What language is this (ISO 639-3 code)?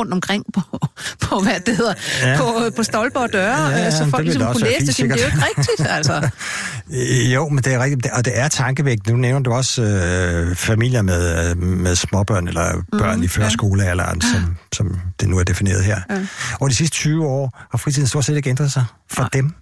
dan